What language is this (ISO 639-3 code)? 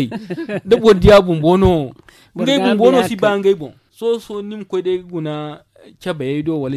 dje